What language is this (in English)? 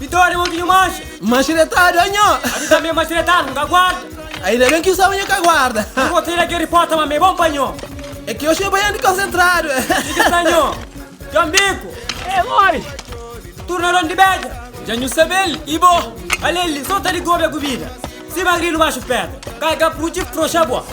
Kabuverdianu